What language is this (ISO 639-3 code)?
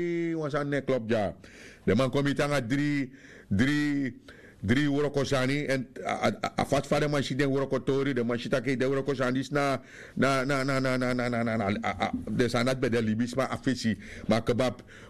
srn